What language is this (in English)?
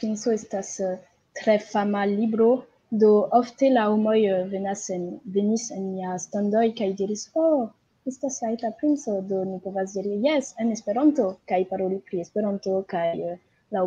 Esperanto